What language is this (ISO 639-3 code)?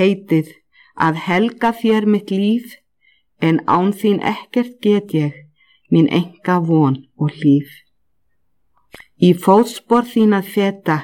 isl